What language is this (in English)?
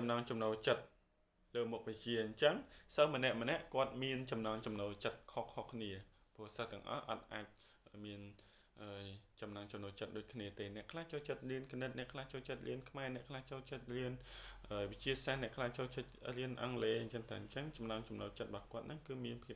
Khmer